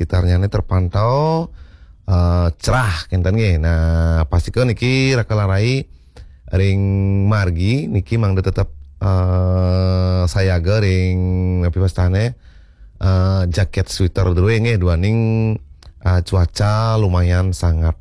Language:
Balinese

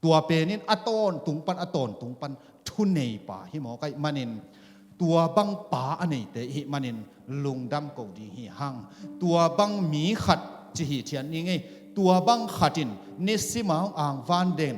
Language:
Tedim Chin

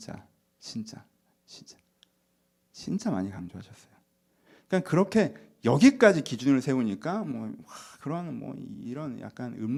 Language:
Korean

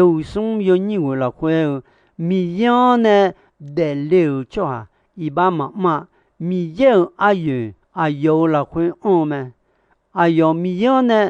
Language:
Akha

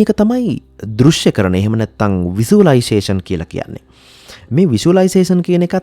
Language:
Sinhala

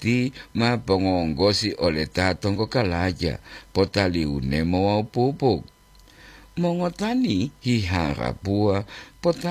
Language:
Gorontalo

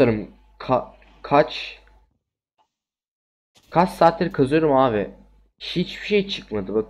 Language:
Turkish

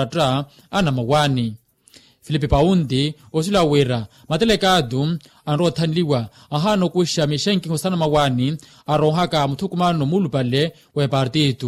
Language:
Makhuwa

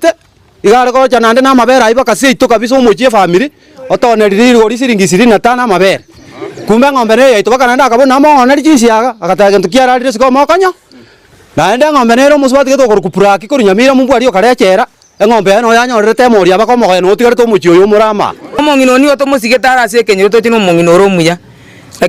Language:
Gusii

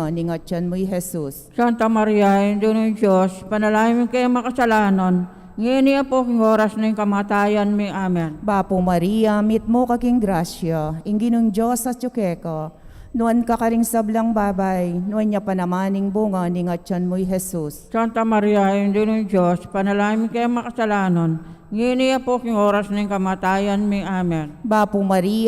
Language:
Pampanga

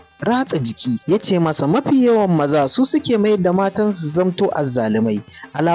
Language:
Hausa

